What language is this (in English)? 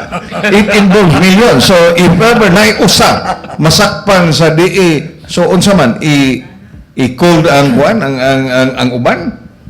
Cebuano